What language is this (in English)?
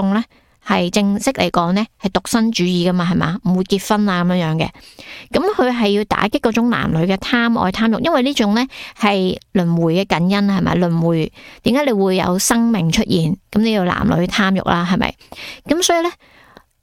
Cantonese